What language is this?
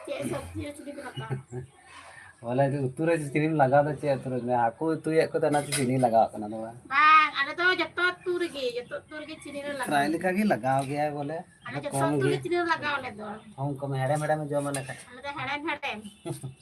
Santali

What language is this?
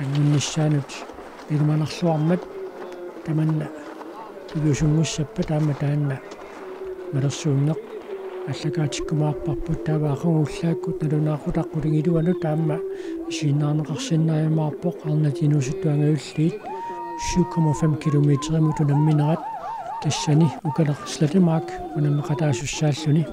Kalaallisut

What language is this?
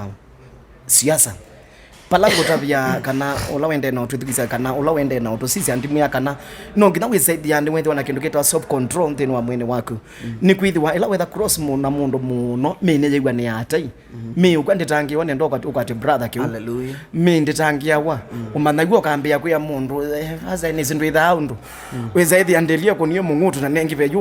Kamba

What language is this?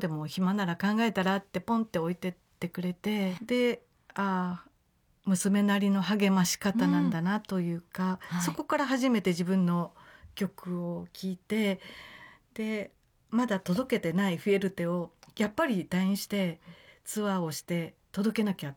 Japanese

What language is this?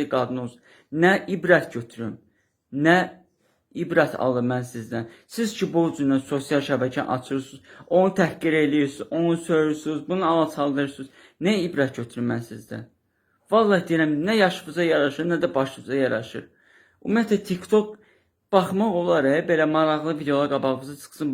Azerbaijani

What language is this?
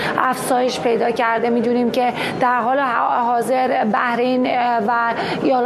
Persian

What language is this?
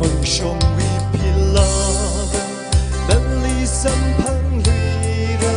Tangkhul Naga (India)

